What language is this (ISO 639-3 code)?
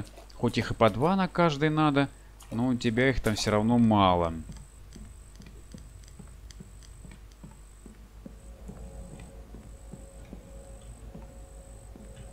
rus